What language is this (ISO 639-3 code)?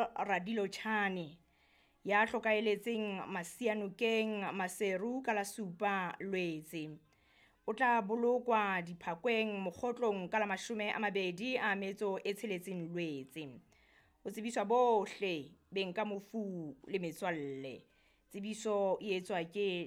sot